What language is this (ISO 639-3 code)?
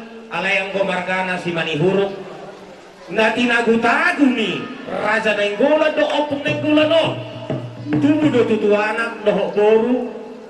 bbc